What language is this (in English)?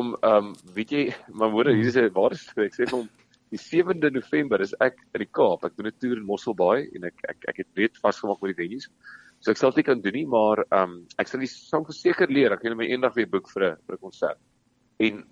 Afrikaans